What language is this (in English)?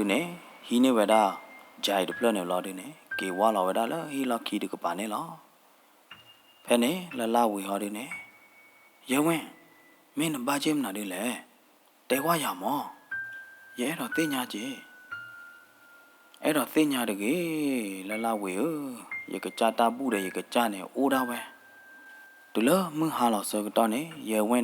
S'gaw Karen